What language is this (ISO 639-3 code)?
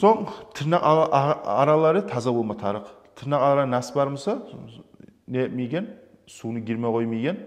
kum